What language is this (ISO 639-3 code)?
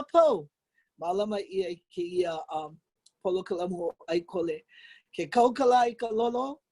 haw